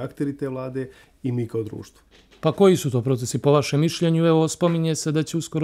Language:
Serbian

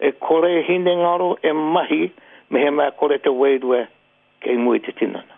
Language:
Māori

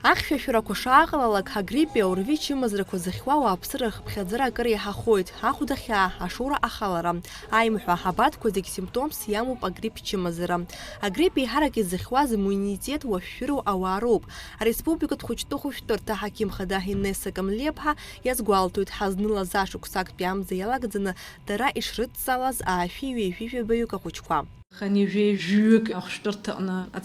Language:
Abkhazian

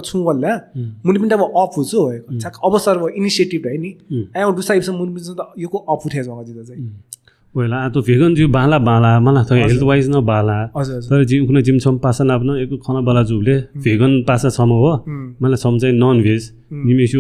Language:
Newari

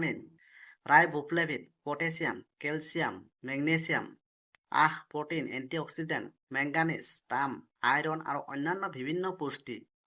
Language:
Assamese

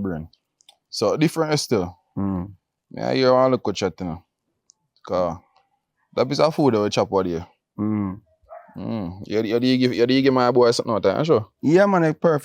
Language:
Jamaican Creole English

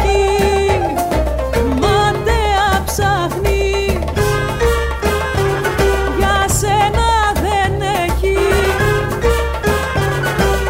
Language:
Greek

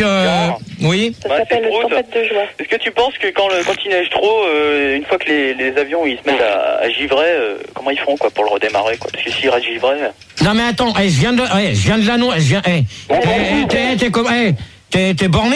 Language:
French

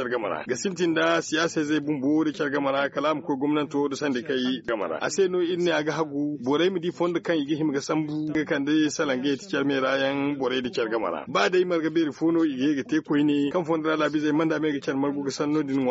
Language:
Zarma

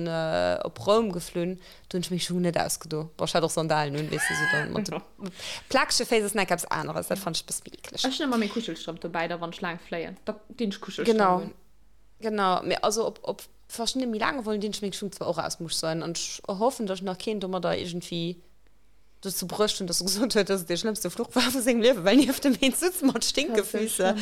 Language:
Luxembourgish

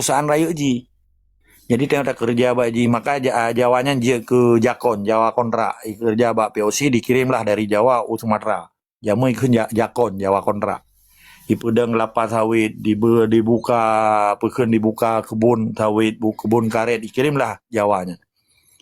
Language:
Achinese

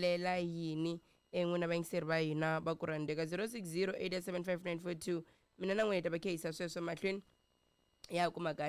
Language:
Tsonga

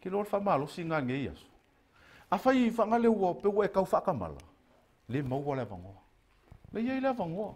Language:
Samoan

